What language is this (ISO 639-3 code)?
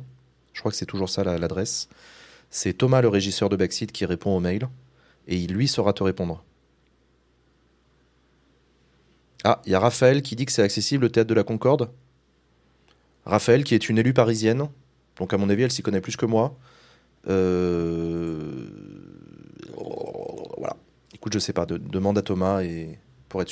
fra